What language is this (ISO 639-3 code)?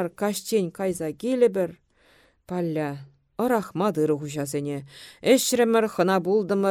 chv